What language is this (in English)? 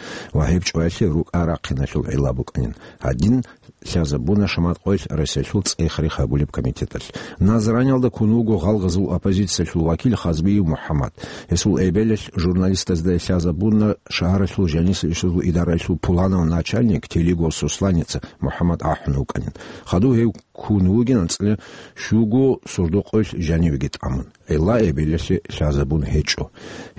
Avaric